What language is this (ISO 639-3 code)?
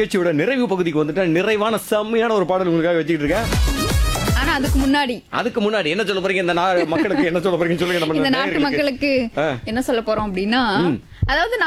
tam